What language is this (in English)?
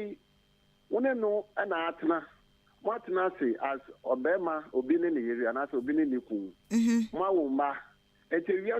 Akan